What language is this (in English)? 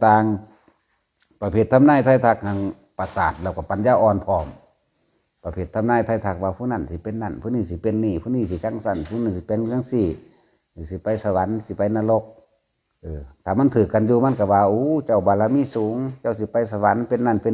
Northeastern Thai